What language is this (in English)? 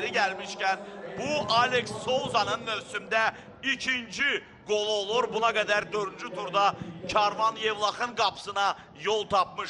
Azerbaijani